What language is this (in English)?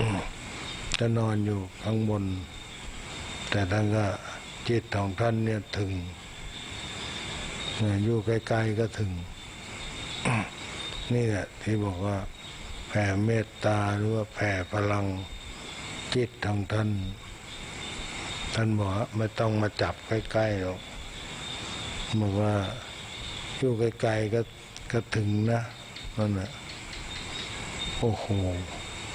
Thai